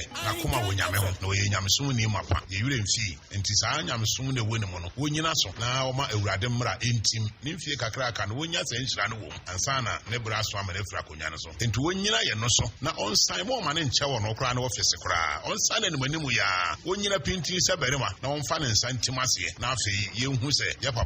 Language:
Akan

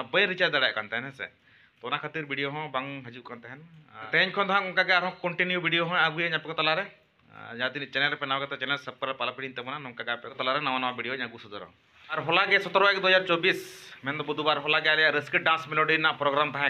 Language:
Santali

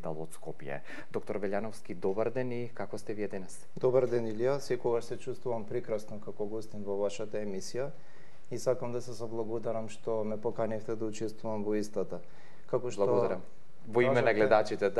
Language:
Macedonian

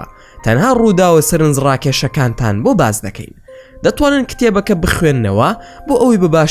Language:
Central Kurdish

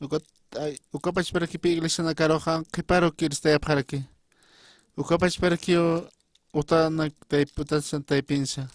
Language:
Aymara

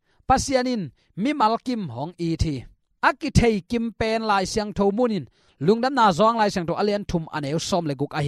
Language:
Tedim Chin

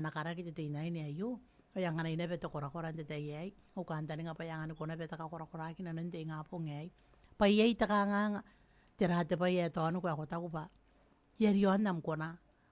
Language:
Gilbertese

